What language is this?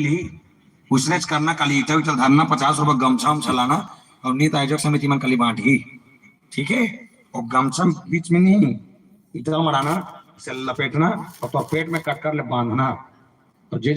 Chhattisgarhi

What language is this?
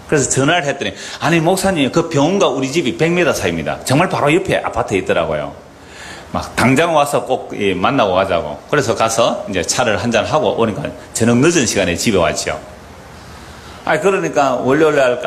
Korean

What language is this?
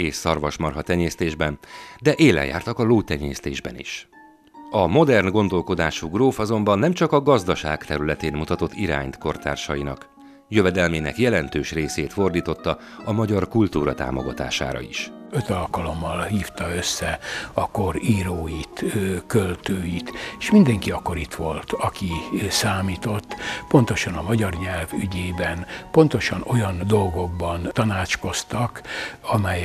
Hungarian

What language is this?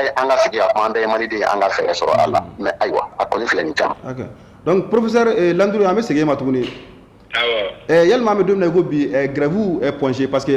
Bambara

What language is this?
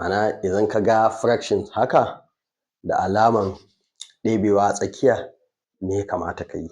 Hausa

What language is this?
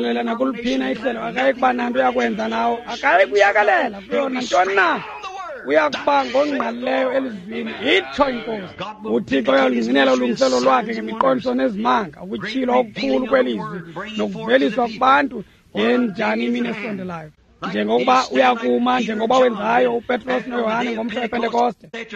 Xhosa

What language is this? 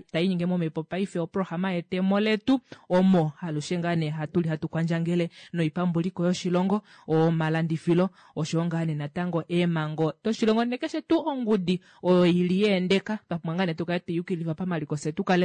Kuanyama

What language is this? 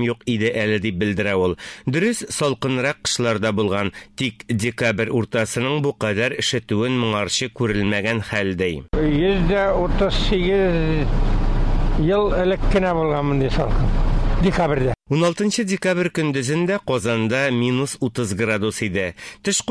Tatar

